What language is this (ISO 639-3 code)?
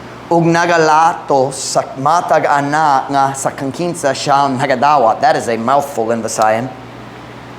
ceb